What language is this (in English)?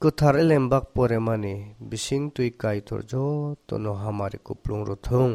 Kok Borok